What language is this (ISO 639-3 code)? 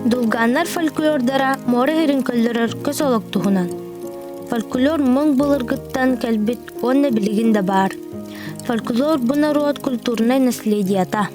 sah